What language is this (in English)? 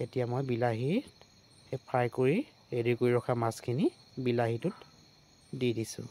Assamese